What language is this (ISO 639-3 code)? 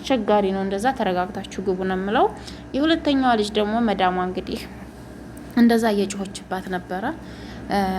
amh